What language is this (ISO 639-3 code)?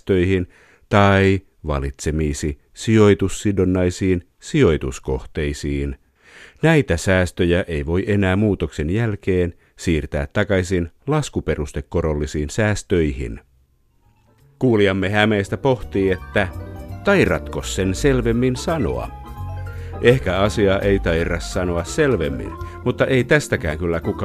fin